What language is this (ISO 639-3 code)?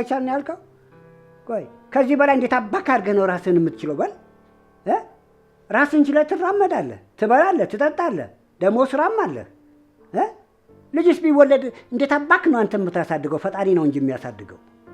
amh